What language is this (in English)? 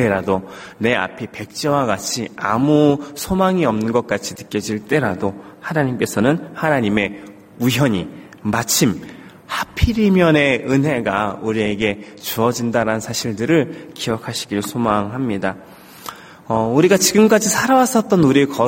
Korean